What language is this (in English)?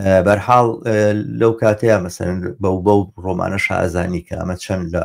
Central Kurdish